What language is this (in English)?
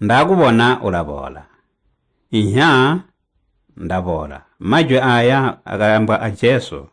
Tonga (Zambia)